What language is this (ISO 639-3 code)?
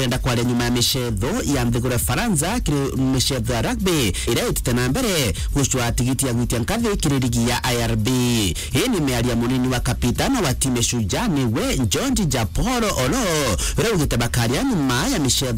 mer